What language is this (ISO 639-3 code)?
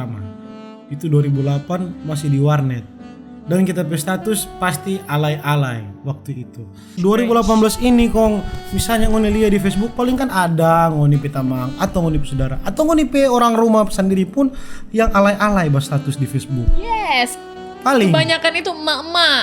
xmm